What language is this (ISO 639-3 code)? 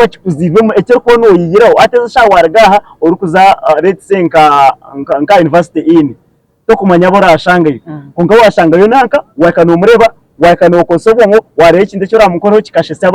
nyn